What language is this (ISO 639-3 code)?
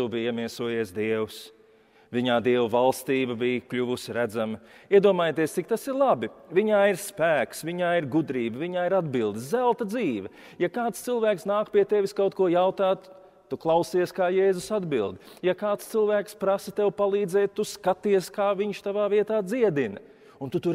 lav